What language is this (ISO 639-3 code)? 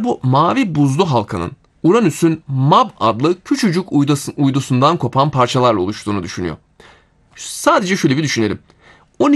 tur